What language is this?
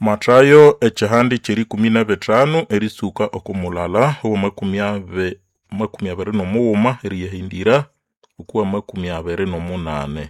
Nande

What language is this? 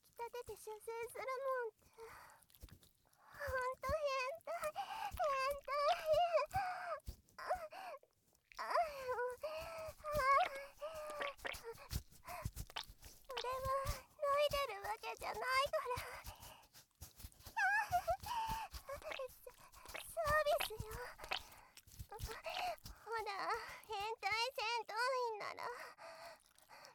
Japanese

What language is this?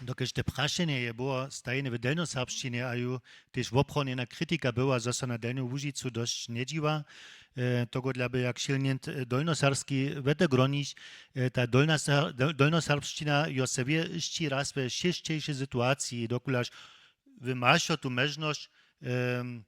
Upper Sorbian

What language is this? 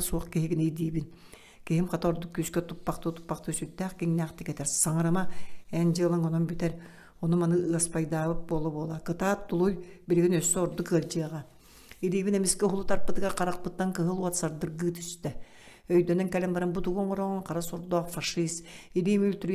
Yakut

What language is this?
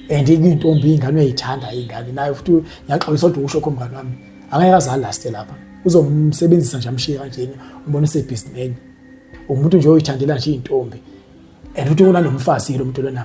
Zulu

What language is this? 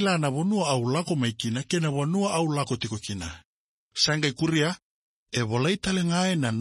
Fijian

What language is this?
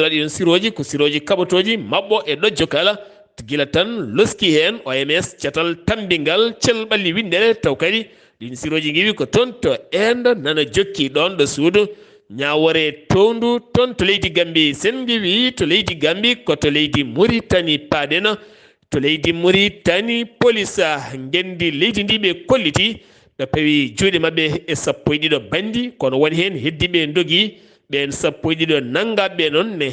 Fula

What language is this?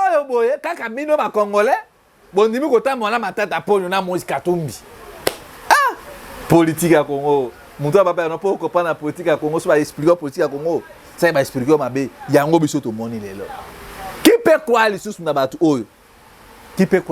Lingala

